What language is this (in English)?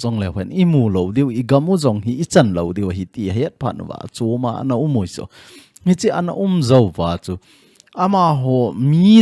Thado Chin